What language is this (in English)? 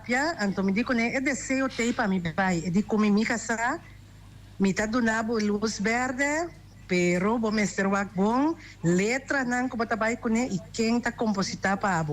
Papiamento